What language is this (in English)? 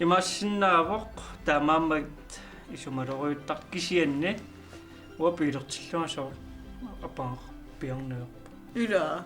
Kalaallisut